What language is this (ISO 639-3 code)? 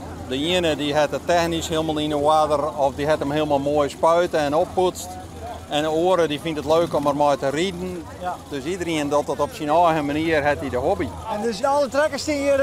fry